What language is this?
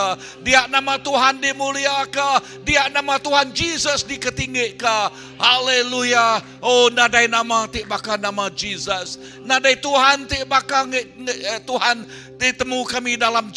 Iban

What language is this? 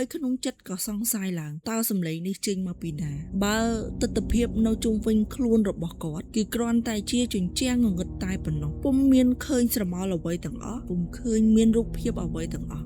Khmer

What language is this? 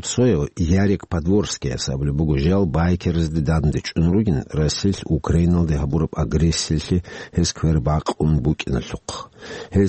Avaric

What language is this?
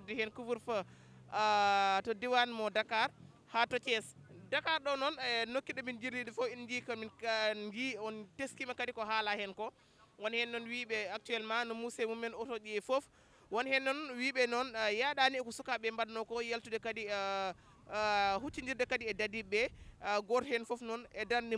Fula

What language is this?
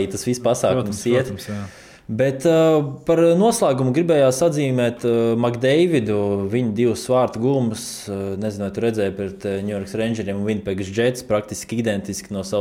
Latvian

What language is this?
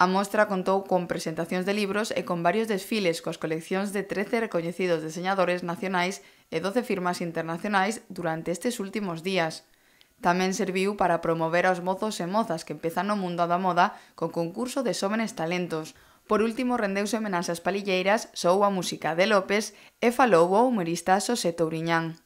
Galician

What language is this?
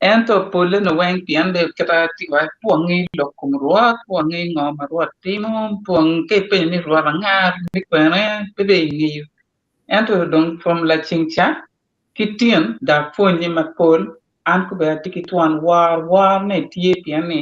Acoli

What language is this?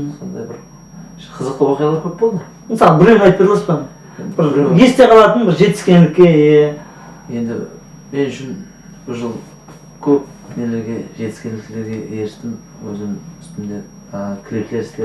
Kara-Kalpak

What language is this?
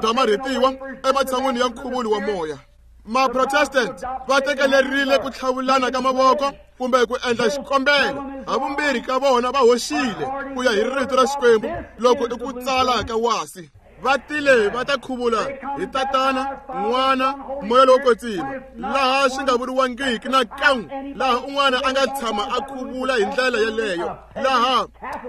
Tsonga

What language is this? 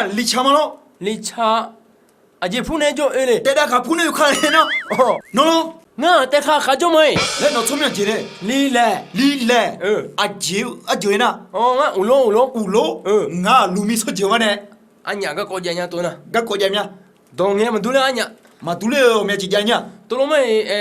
Akha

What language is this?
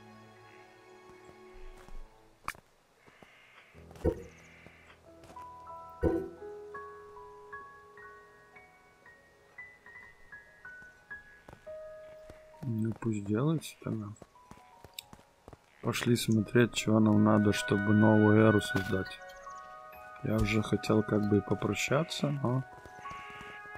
Russian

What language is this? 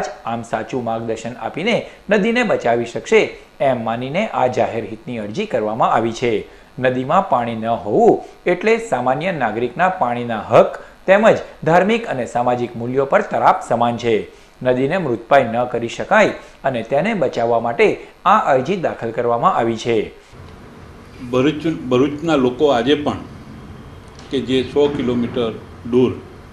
Gujarati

